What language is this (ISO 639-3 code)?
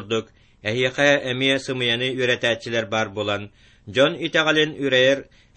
kaz